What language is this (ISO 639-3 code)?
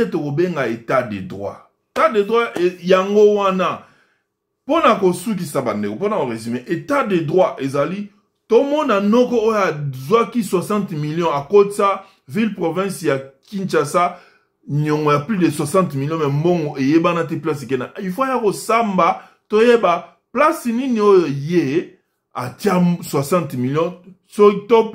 lin